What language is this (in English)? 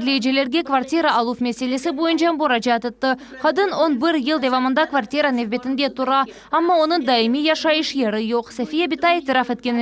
Crimean Tatar